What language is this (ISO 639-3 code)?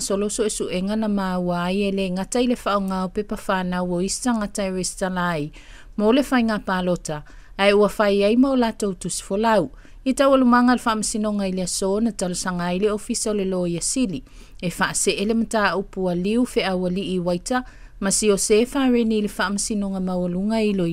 smo